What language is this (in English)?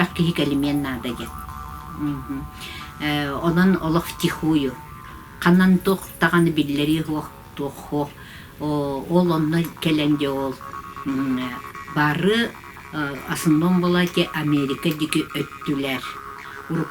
Yakut